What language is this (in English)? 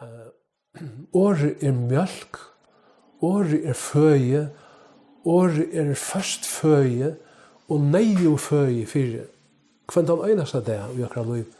Faroese